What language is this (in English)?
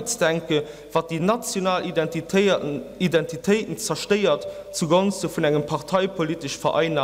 Luxembourgish